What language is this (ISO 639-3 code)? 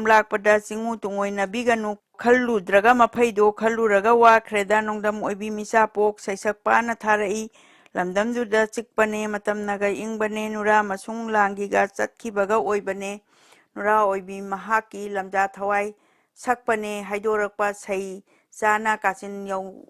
mni